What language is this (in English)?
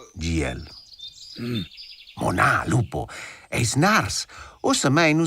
Romansh